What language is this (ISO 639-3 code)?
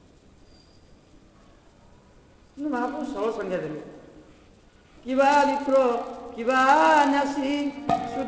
ori